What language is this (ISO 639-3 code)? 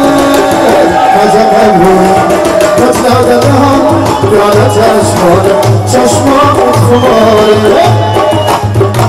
fas